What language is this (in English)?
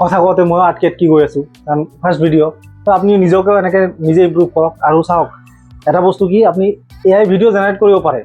Assamese